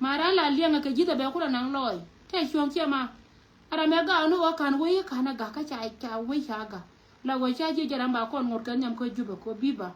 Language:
Nuer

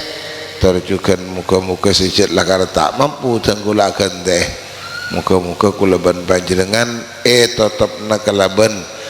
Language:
Madurese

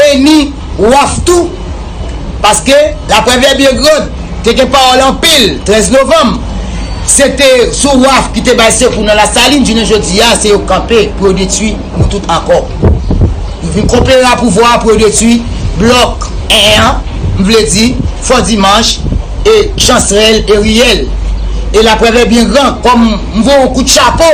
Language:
Haitian Creole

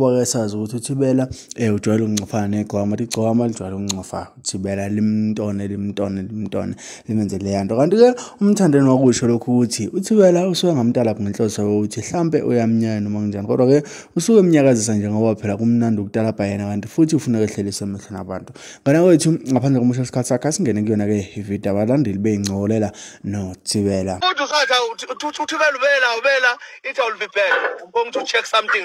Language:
Zulu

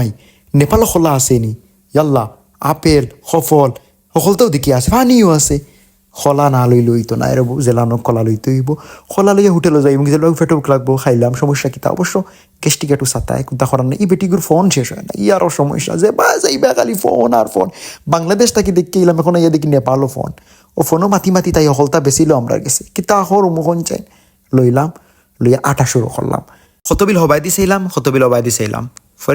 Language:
Sylheti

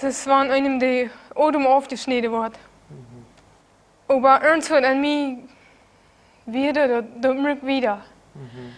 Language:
Plautdietsch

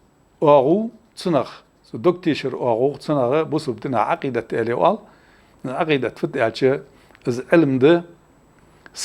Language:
Ingush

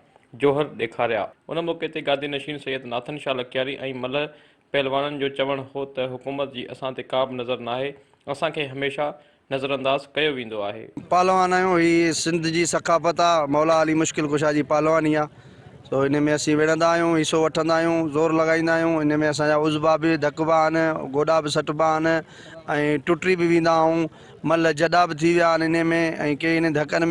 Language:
Sindhi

